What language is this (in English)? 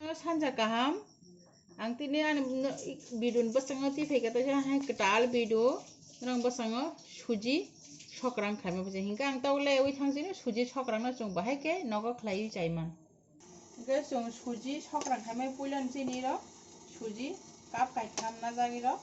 Kok Borok